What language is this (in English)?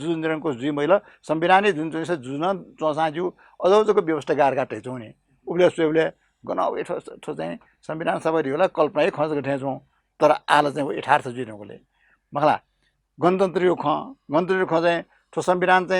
Newari